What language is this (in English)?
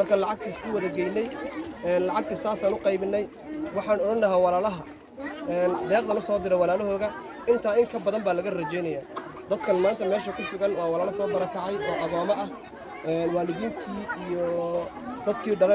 Somali